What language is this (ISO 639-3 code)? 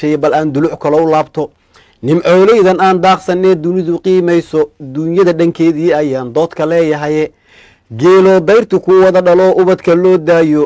som